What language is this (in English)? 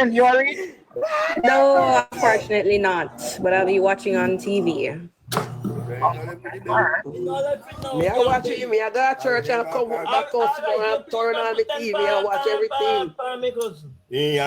Jamaican Creole English